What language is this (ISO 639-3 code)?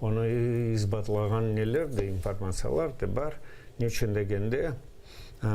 crh